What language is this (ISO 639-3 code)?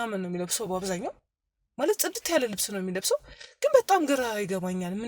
amh